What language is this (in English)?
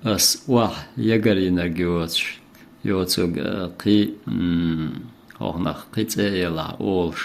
Chechen